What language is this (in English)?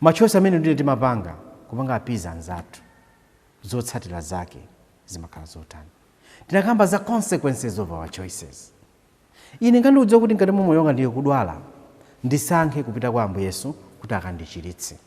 Nyanja